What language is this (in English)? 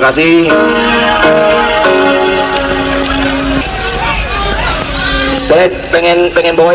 Indonesian